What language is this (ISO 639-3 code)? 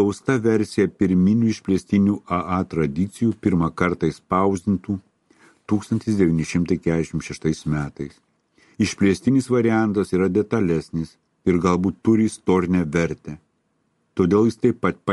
lit